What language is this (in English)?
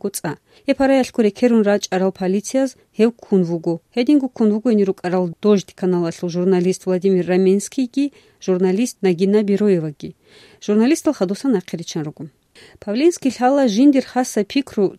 Avaric